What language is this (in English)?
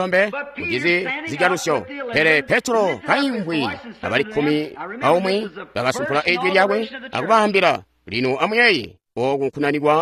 Tonga (Zambia)